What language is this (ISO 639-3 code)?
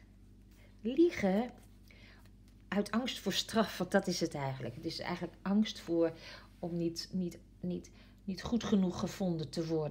nld